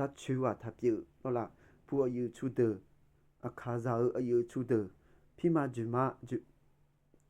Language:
Akha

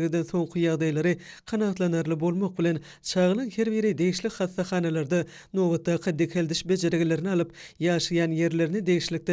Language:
Turkmen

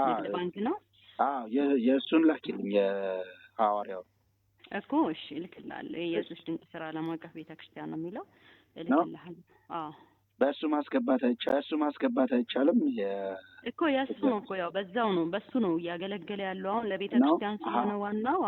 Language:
Amharic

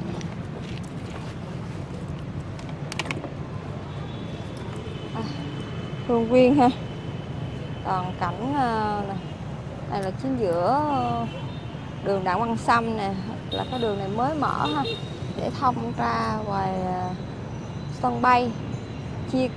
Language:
Vietnamese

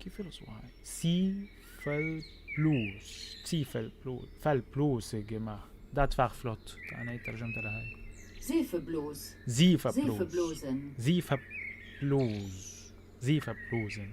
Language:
North Levantine Arabic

